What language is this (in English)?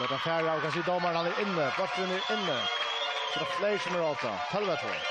Faroese